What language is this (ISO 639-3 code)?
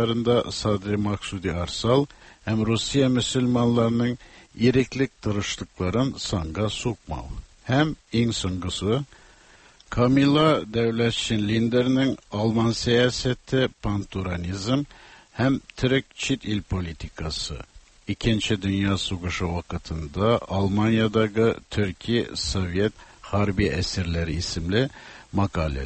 tat